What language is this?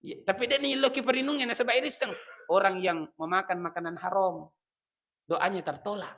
Buginese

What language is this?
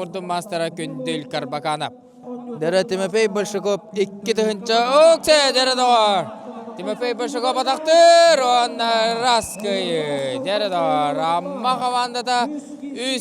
Yakut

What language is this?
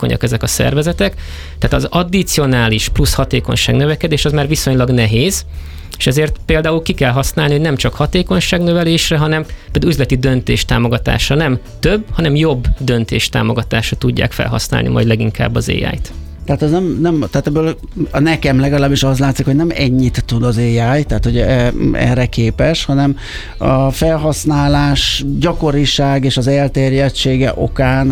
Hungarian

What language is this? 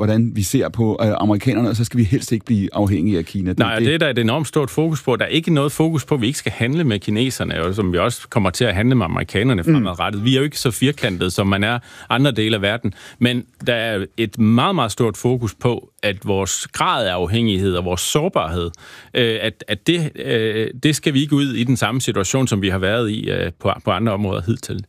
Danish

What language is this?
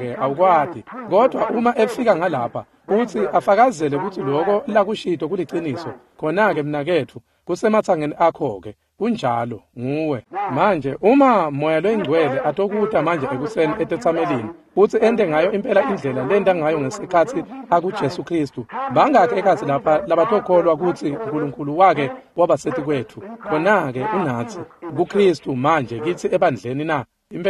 Swati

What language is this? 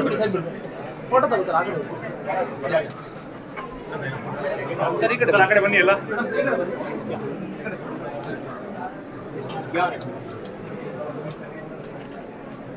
Kannada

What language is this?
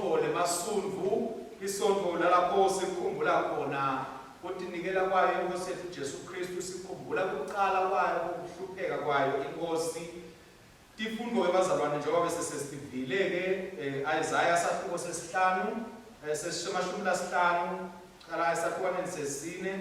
Swati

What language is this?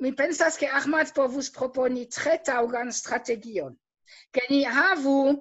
Esperanto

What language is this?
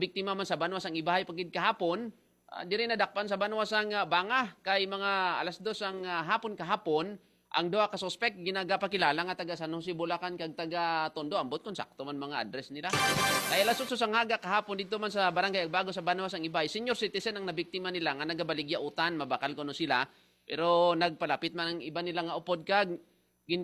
Hiligaynon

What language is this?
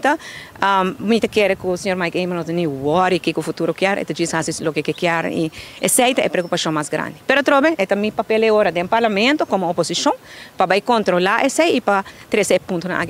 Papiamento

